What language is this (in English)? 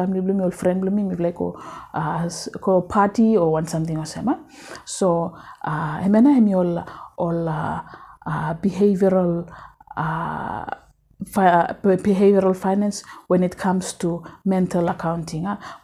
Bislama